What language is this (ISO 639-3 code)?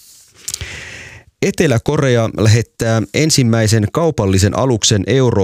fin